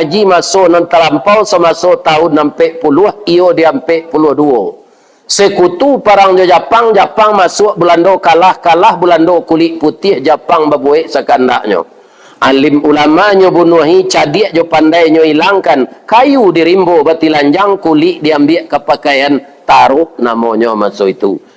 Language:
Minangkabau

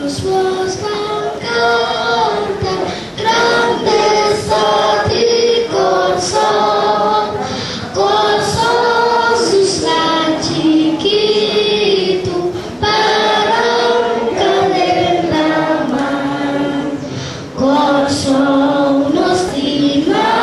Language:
Papiamento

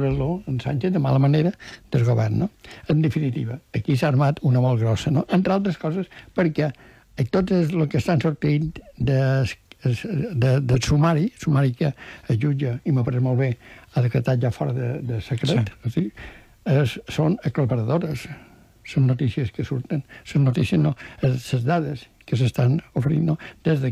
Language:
Catalan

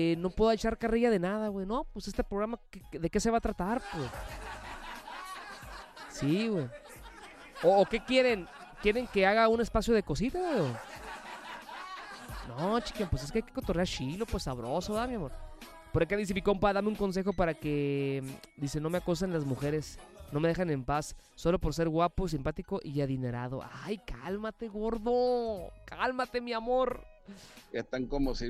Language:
Spanish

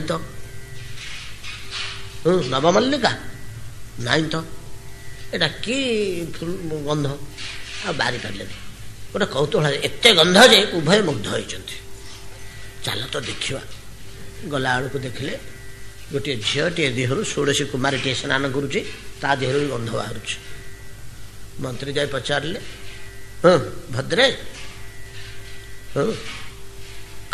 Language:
Odia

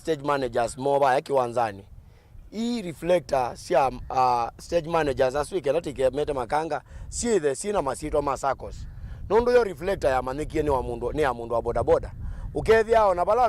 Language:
Kamba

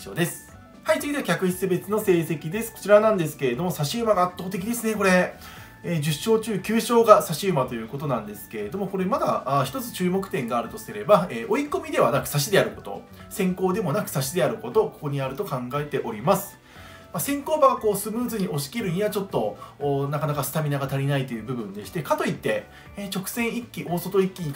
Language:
Japanese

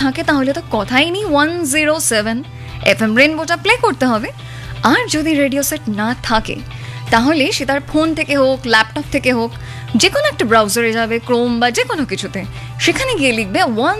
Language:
Bangla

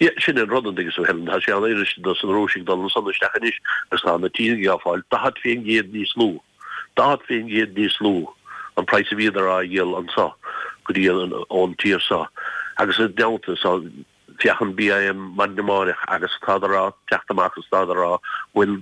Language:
Irish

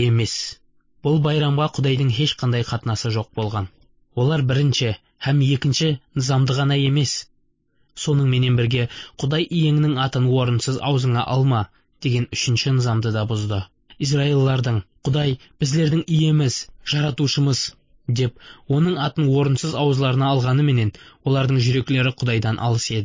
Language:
Kara-Kalpak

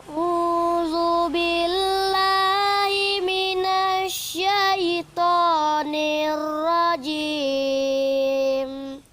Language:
Minangkabau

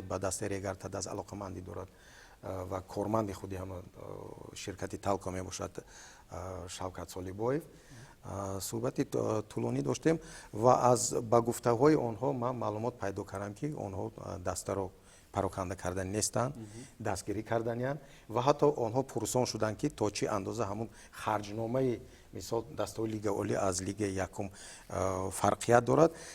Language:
Tajik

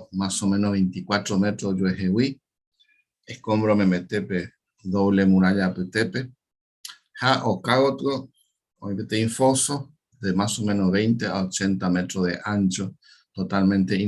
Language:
Guarani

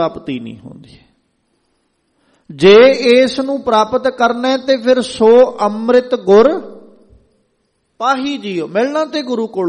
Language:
Punjabi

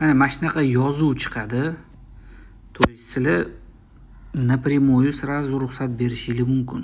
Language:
Uzbek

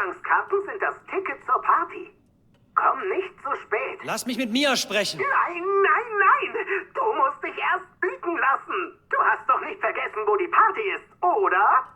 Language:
Bavarian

